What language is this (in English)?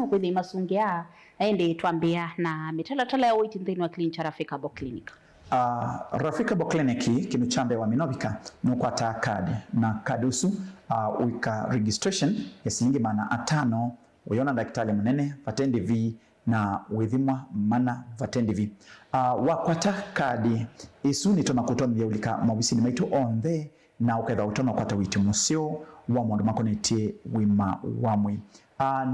Kamba